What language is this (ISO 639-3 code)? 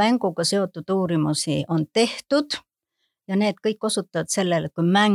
est